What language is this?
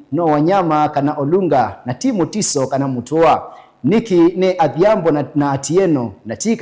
Kamba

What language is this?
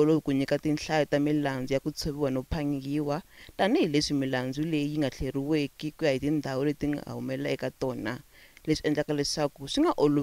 Tsonga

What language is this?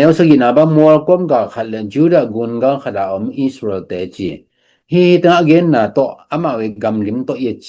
Tedim Chin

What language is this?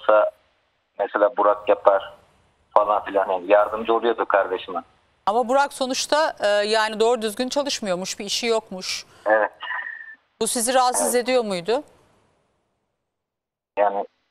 Turkish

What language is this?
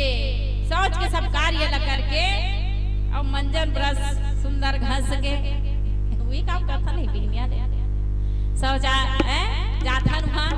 Chhattisgarhi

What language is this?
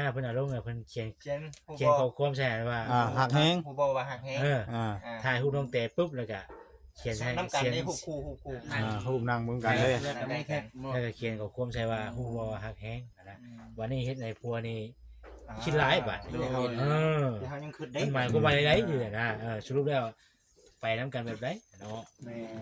Northeastern Thai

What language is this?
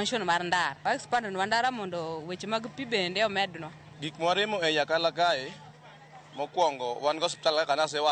Luo (Kenya and Tanzania)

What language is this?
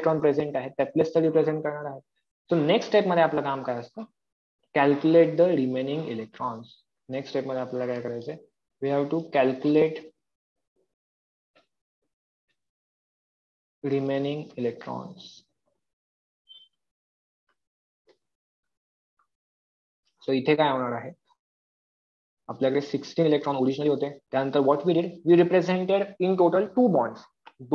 Marathi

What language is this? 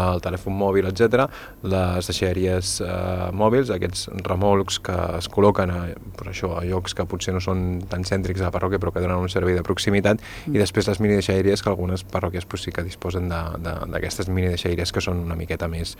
Catalan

